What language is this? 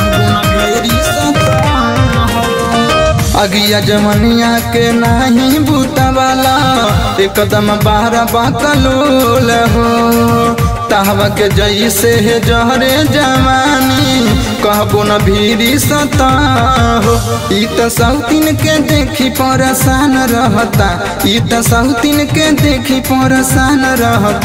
Bhojpuri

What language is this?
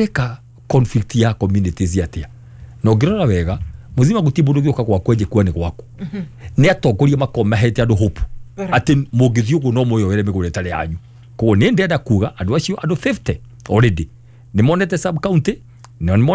Kikuyu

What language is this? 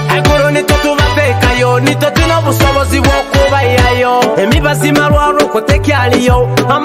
Nyoro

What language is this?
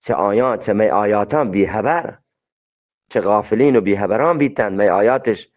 Eastern Balochi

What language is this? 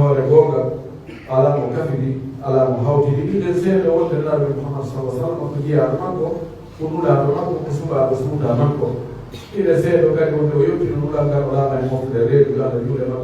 Pular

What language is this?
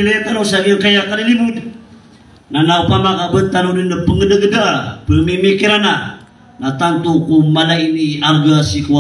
Maranao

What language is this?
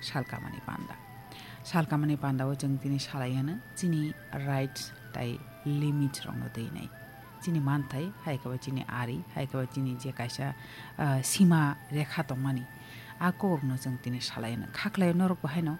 Kok Borok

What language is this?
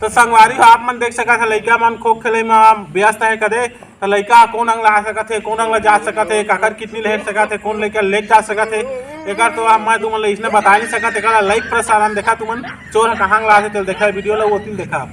Chhattisgarhi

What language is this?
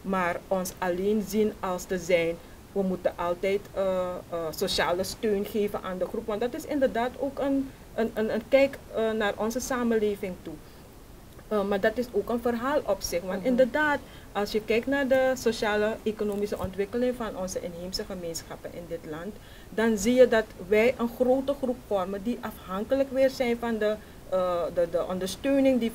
Dutch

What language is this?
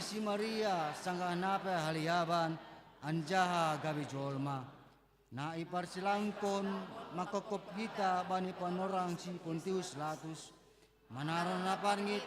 Batak Simalungun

